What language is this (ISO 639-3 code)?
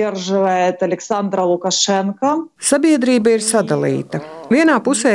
lav